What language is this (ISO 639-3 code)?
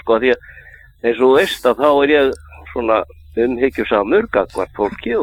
isl